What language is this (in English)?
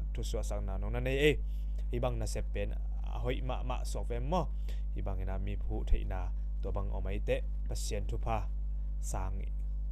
Tedim Chin